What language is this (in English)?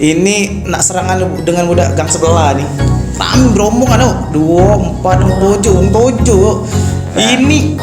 Musi